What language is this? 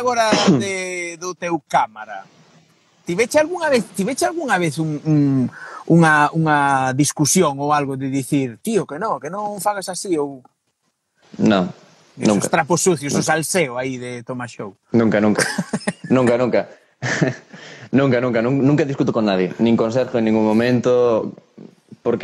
Galician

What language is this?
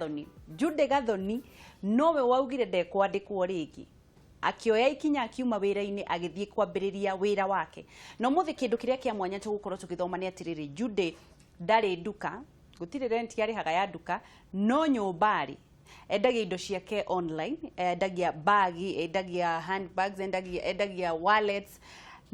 Kikuyu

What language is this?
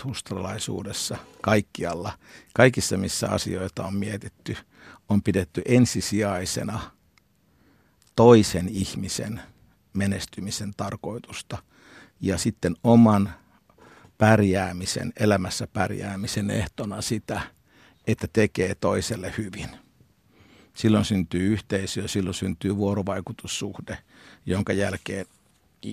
Finnish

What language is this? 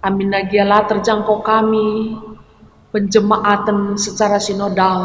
Batak Karo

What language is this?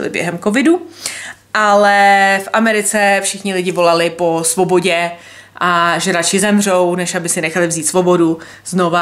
Czech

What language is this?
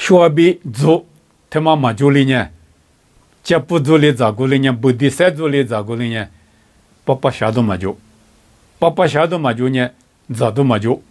Lisu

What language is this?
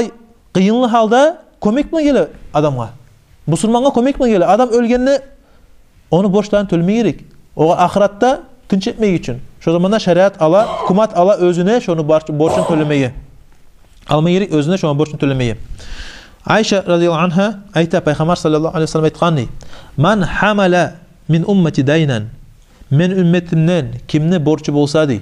Kumyk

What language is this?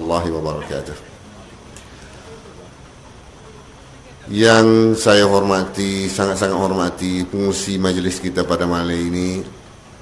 Malay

